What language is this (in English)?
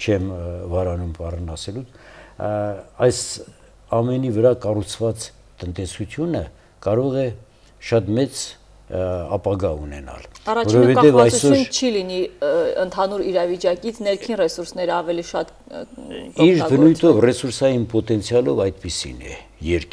Armenian